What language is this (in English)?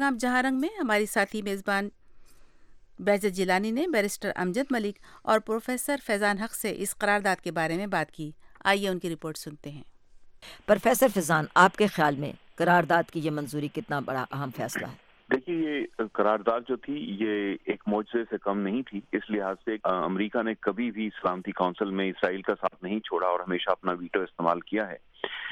Urdu